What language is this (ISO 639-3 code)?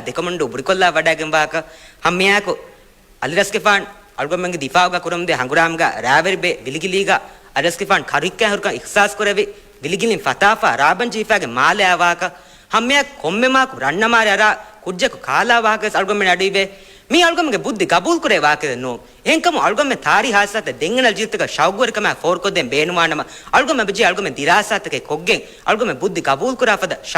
div